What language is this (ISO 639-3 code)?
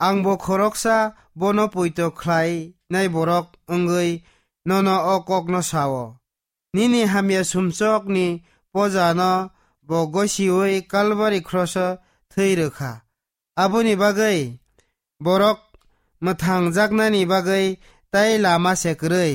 trp